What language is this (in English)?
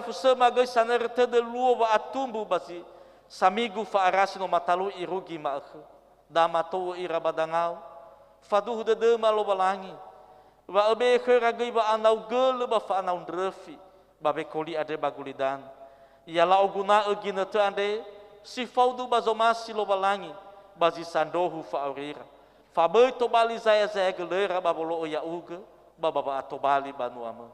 Nias